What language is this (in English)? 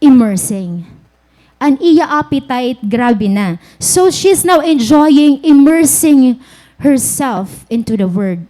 Waray